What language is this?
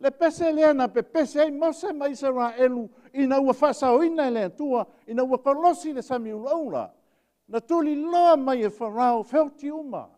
Samoan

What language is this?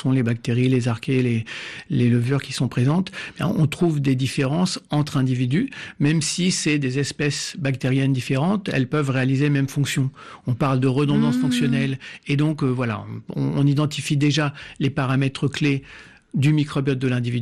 French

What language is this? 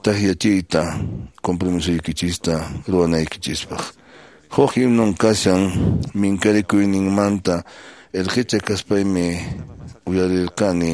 Quechua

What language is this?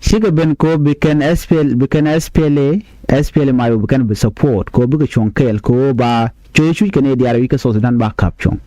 Nuer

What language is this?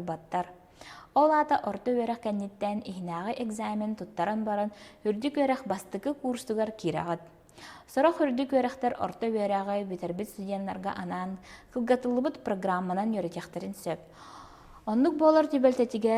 Yakut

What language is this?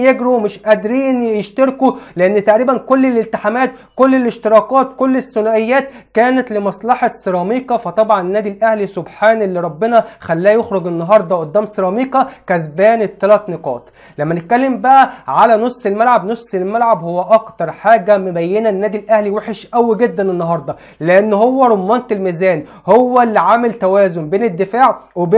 Egyptian Arabic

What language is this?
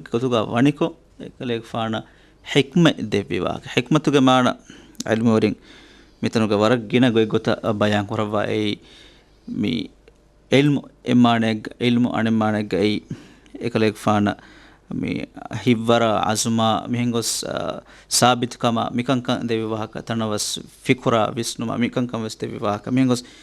Divehi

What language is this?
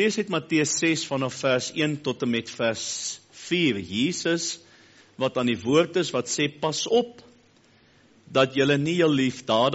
Afrikaans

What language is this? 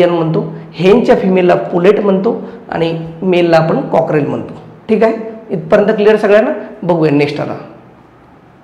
Marathi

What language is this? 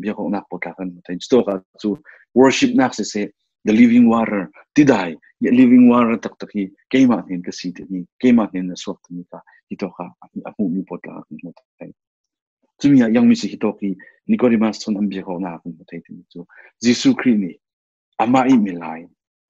Falam Chin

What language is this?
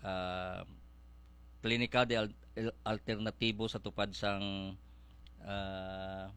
Hiligaynon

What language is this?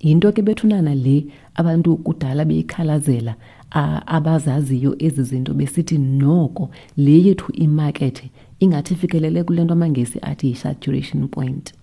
Xhosa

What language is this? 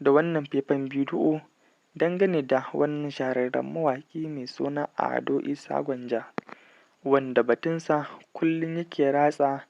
Hausa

